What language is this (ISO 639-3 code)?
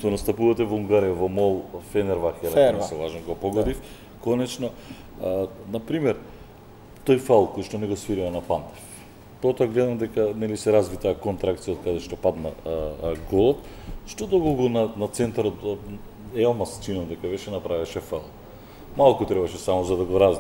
mkd